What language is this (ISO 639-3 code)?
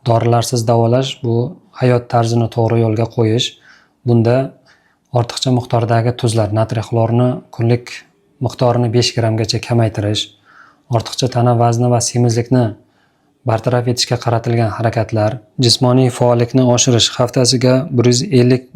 uzb